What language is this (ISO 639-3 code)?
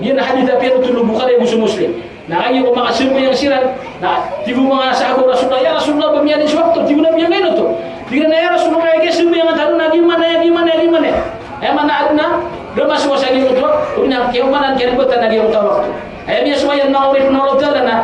mrw